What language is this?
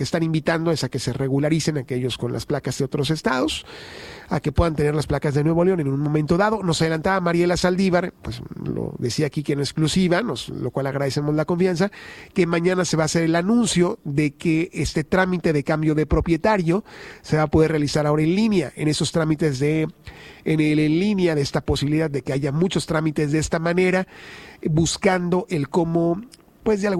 Spanish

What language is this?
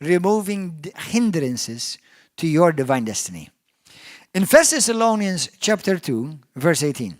English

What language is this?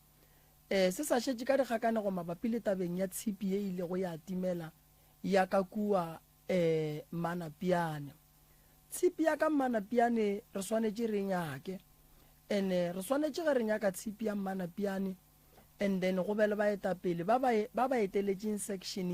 Northern Sotho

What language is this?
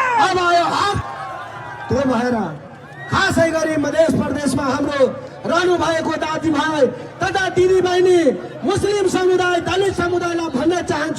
Nepali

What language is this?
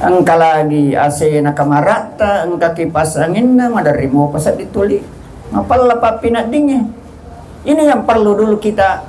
Buginese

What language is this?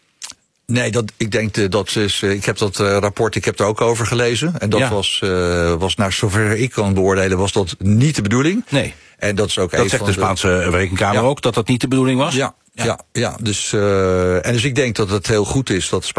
Dutch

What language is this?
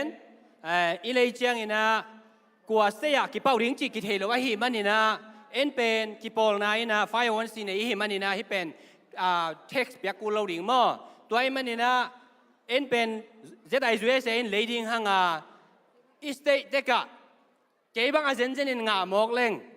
Tedim Chin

